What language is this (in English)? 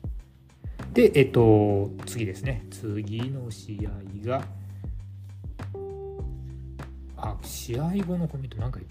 Japanese